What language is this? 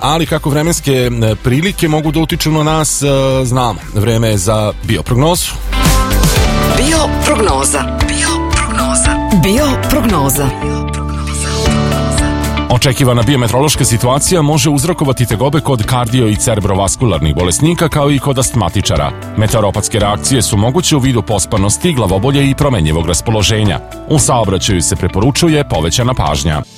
Serbian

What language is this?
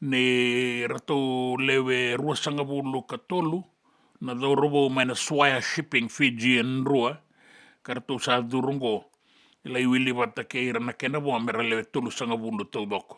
Fijian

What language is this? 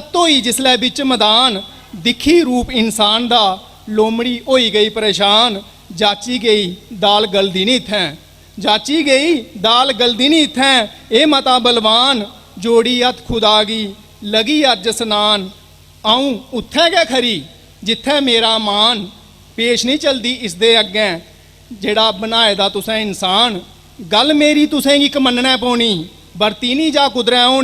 Dogri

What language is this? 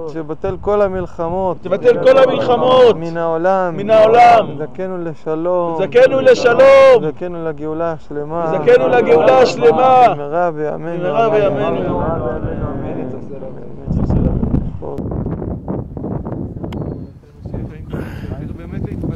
Hebrew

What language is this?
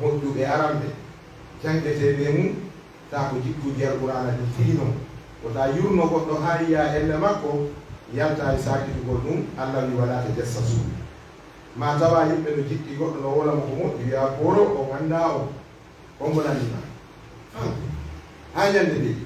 Pular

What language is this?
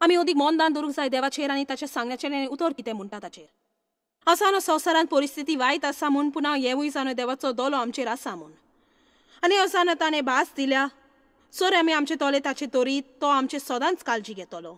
Konkani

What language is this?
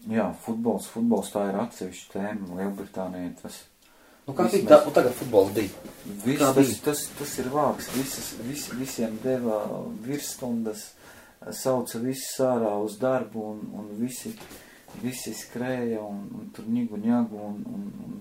Latvian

